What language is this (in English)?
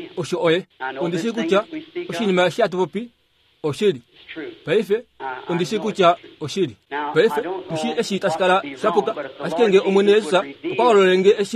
Kuanyama